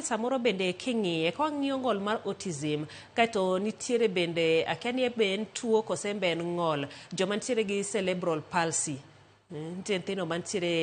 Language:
Luo (Kenya and Tanzania)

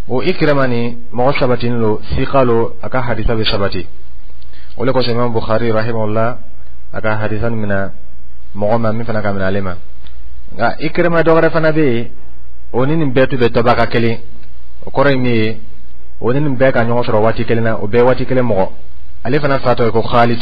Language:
Dyula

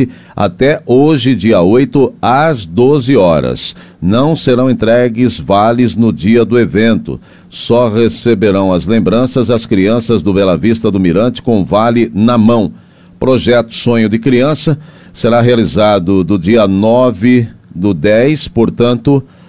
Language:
Portuguese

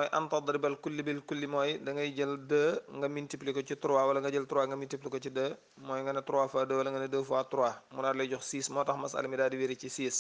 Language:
Wolof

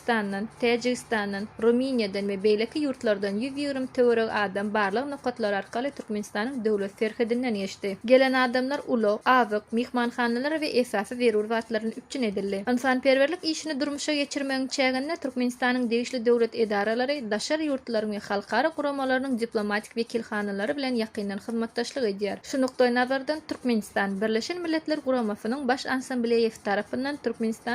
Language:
Turkmen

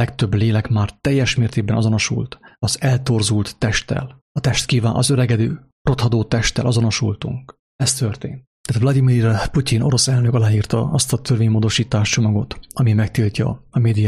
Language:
Hungarian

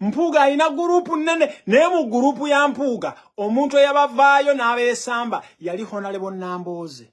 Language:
Ganda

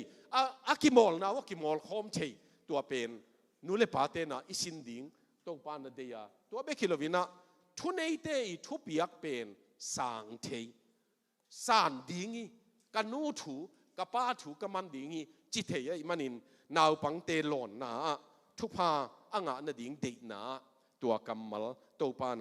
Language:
Tedim Chin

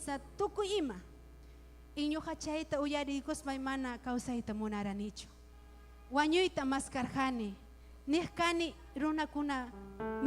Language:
Ayacucho Quechua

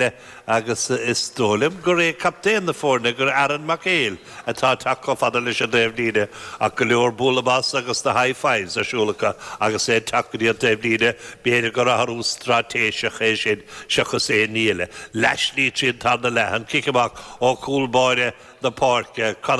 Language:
Irish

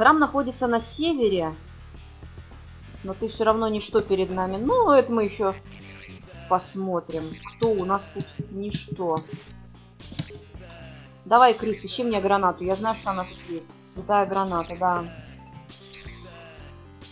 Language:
Russian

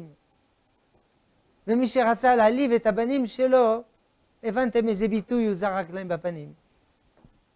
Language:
Hebrew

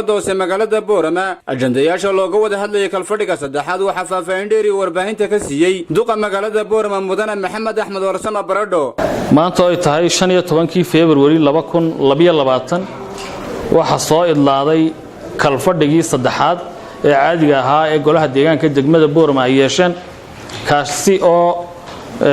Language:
Somali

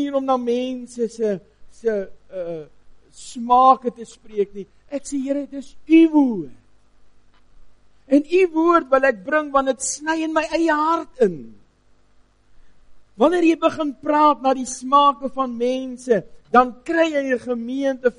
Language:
Afrikaans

